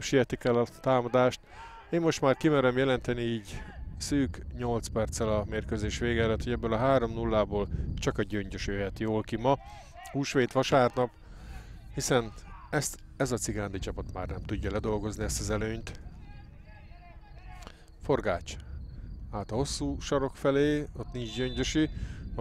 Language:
Hungarian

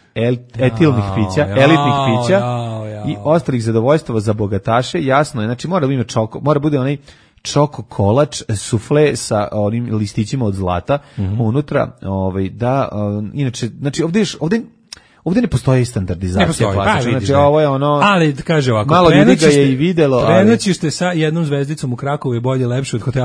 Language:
Serbian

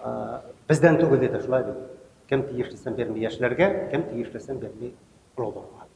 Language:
Tatar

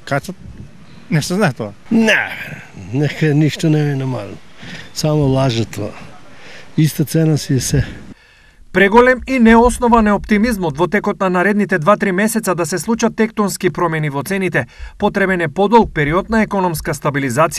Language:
Macedonian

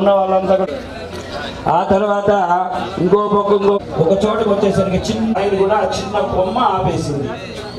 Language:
Telugu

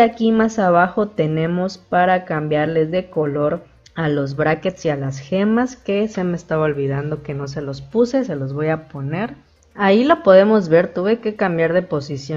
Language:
Spanish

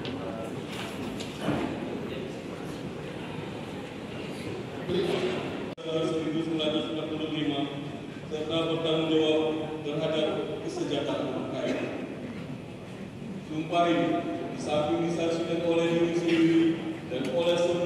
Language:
Indonesian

